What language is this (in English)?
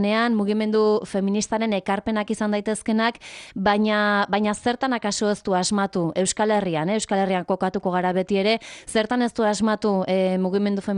Basque